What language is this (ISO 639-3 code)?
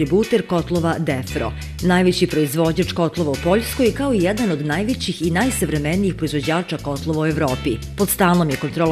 srp